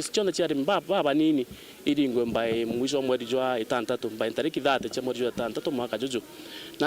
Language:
Meru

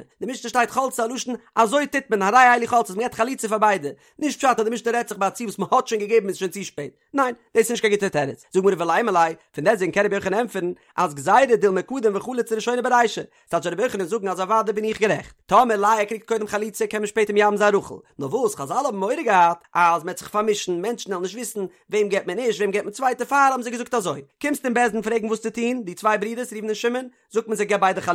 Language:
Yiddish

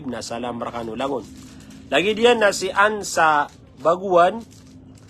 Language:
Maranao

